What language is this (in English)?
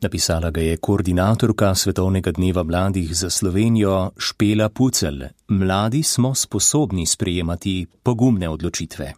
Slovenian